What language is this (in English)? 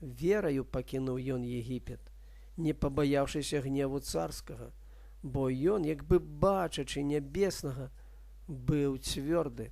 Belarusian